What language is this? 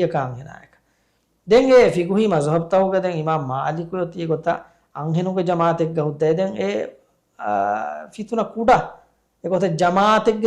Divehi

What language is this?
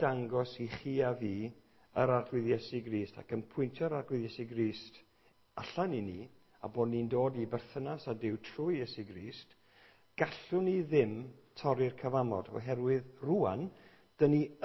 Welsh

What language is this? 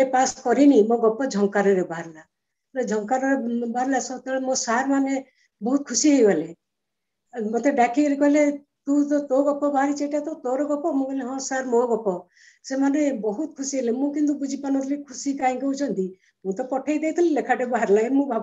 Odia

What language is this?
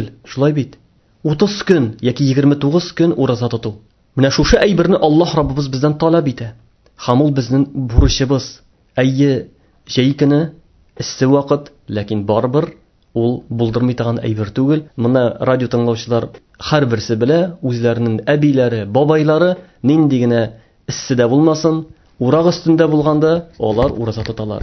Tatar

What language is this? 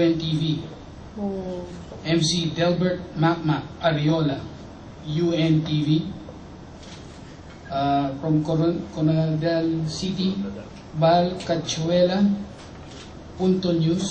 Filipino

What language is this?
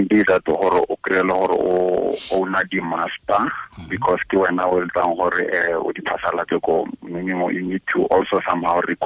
Tswana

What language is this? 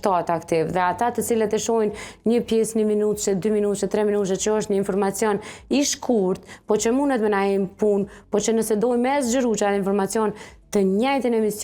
Albanian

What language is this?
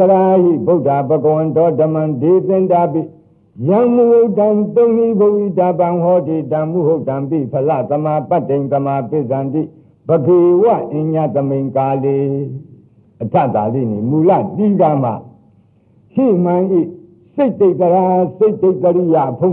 Burmese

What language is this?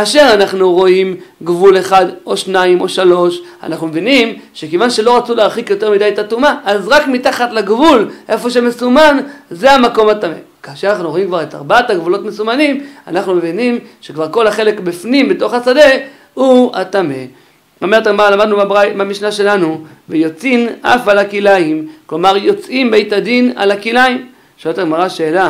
Hebrew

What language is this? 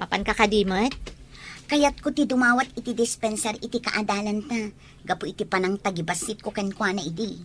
Iloko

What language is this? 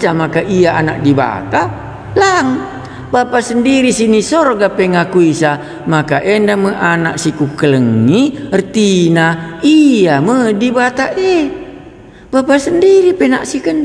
Batak Karo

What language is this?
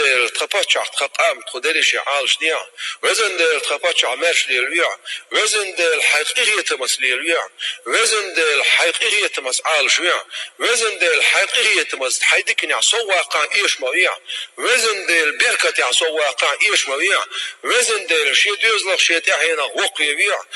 Chechen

